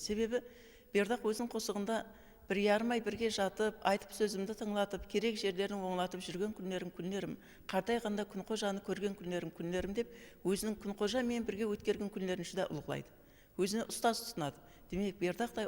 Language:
Kara-Kalpak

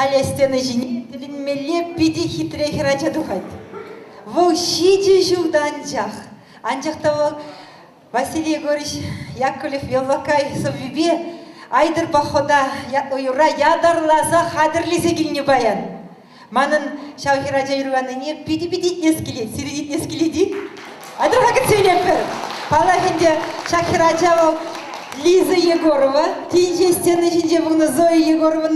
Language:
Chuvash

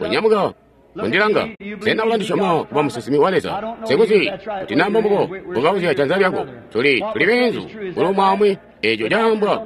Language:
Tonga (Zambia)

